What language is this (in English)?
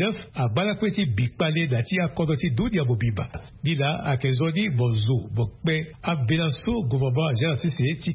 Sango